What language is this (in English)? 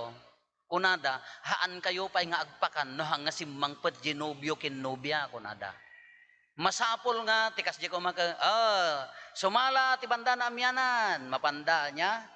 Iloko